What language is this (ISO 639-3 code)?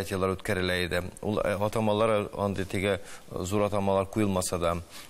tat